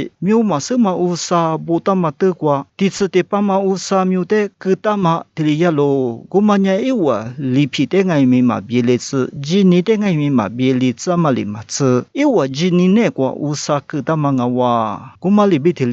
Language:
Lisu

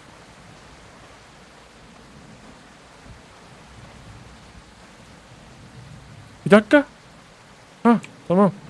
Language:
Turkish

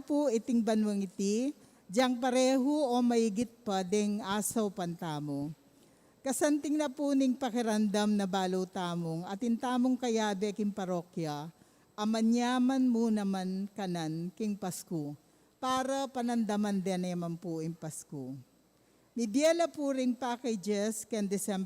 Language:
Pampanga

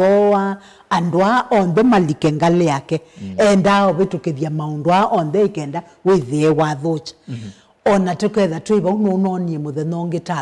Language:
Kamba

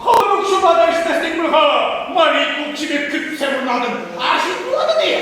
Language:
Chuvash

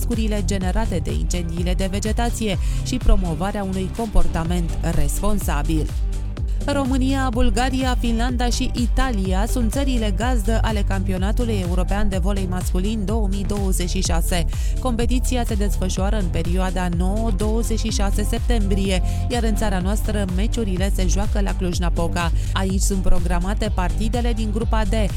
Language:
Romanian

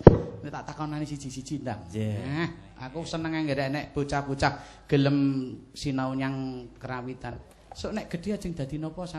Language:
Javanese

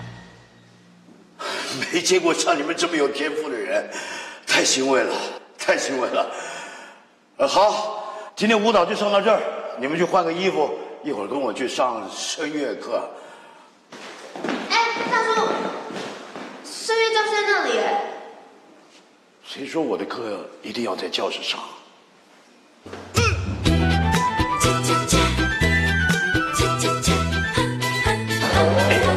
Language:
Chinese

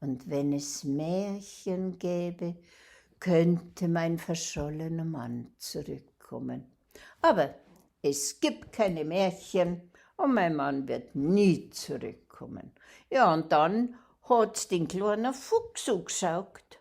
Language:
Bavarian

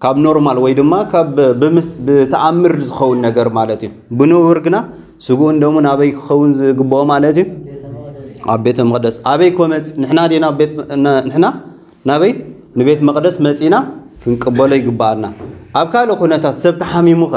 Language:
Tigrinya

